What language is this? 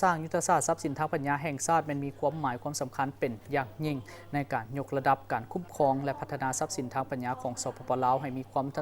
Lao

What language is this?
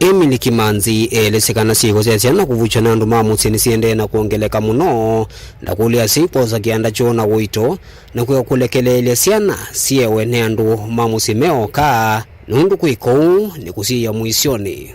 Kamba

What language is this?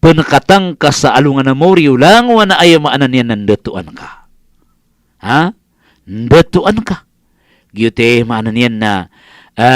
Maranao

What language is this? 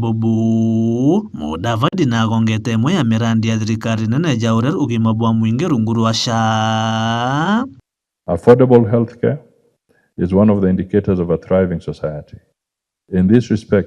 Meru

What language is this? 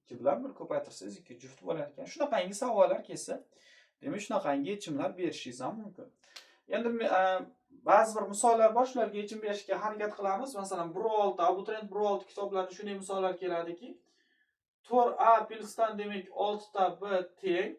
Uzbek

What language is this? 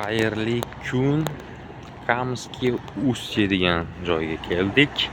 Uzbek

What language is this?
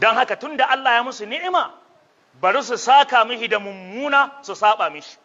Hausa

